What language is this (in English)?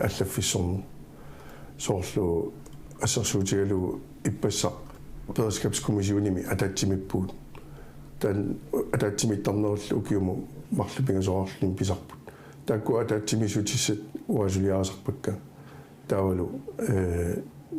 Kalaallisut